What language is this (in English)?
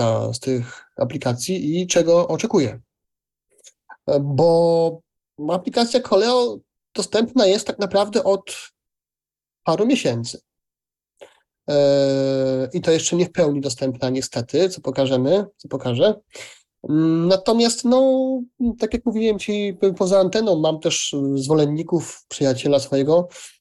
Polish